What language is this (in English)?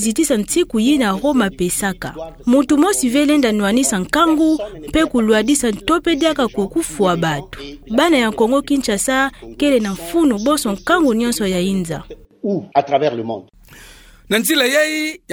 Kituba (Democratic Republic of Congo)